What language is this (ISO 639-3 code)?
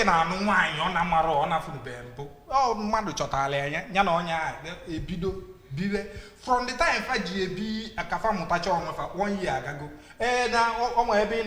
ibo